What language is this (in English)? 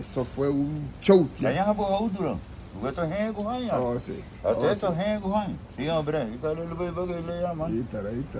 Garifuna